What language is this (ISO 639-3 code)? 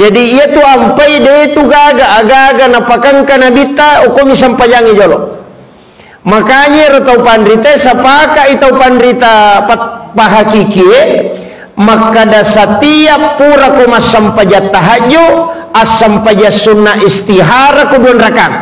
bug